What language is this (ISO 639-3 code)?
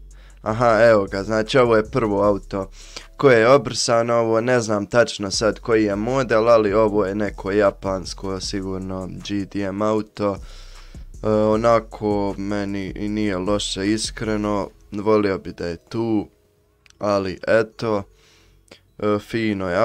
hrv